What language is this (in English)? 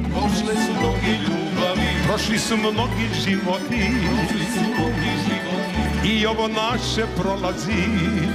Serbian